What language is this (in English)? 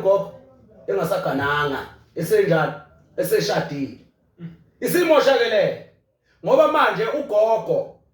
Zulu